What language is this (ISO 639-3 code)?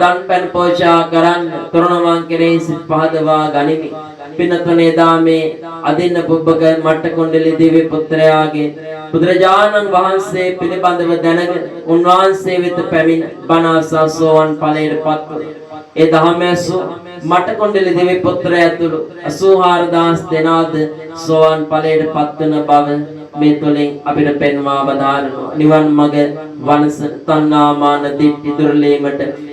sin